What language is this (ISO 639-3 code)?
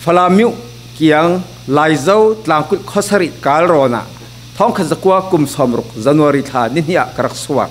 cfm